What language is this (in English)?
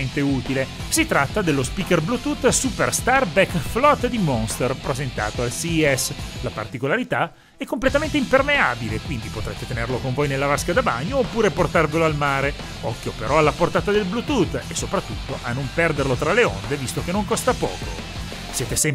Italian